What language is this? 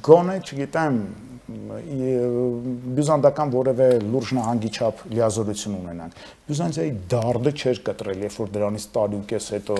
Armenian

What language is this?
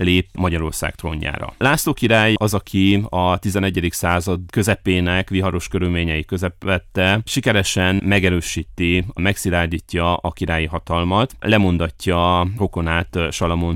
Hungarian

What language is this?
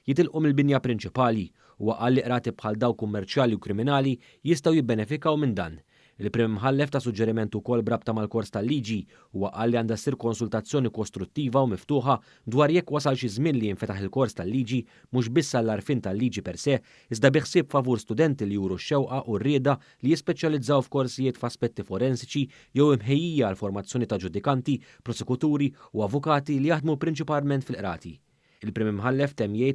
Maltese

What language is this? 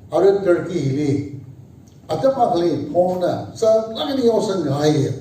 Tangkhul Naga (India)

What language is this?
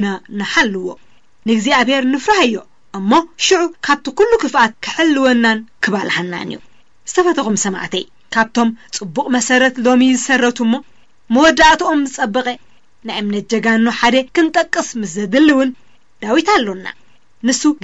Tigrinya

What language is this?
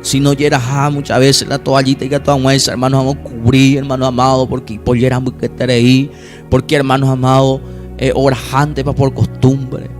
Guarani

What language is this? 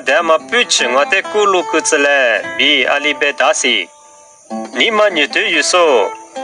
Lisu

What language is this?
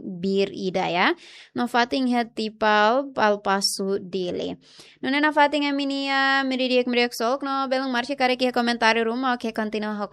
Tetum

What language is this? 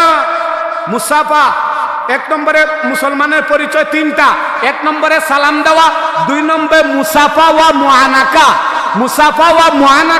Sylheti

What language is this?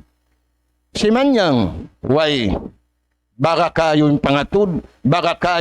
Tausug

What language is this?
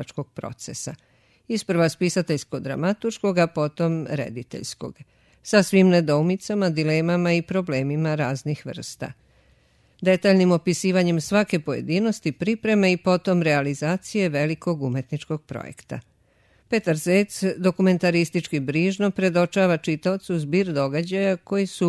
Serbian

